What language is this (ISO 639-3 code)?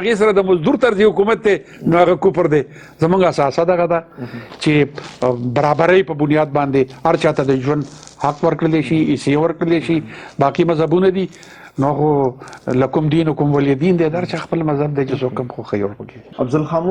pus